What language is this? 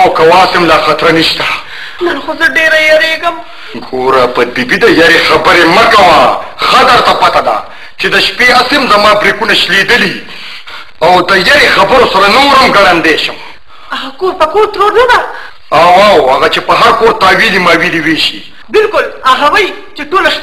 Pashto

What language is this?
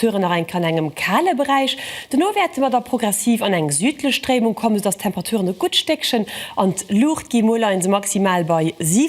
Luxembourgish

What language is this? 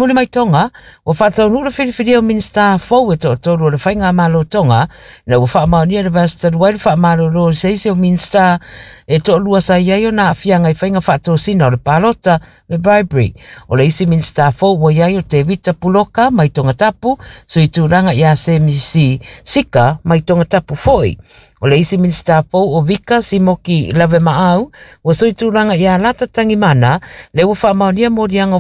Samoan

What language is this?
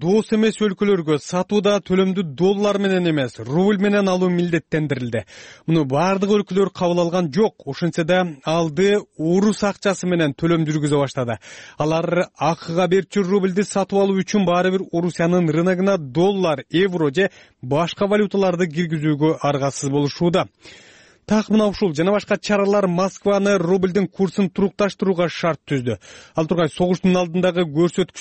Kyrgyz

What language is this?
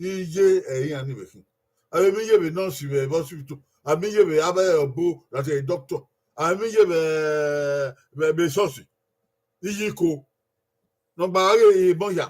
Bini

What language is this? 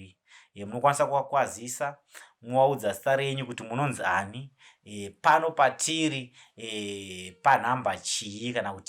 Shona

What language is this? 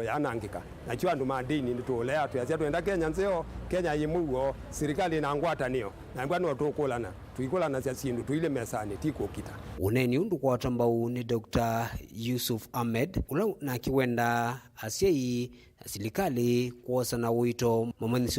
Kamba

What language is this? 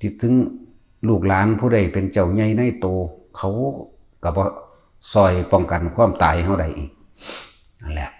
Lao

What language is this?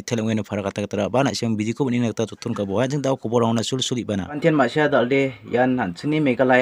Garo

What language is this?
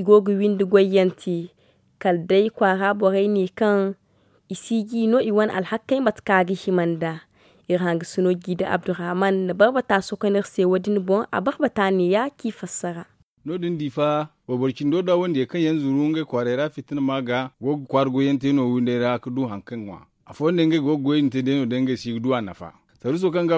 Zarma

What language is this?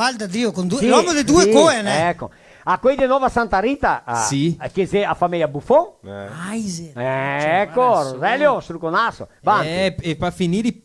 Venetian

